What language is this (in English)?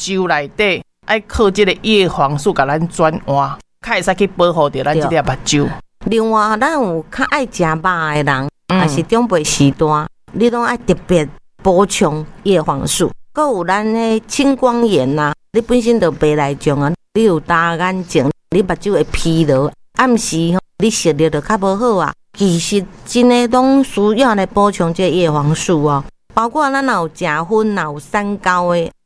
Min Nan Chinese